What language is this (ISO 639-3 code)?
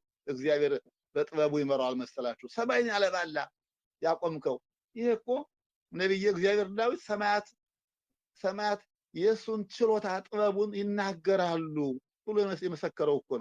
amh